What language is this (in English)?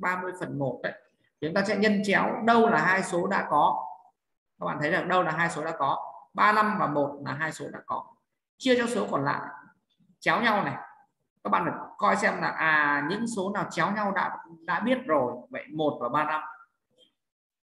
Vietnamese